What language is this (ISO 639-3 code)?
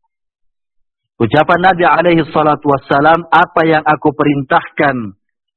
ind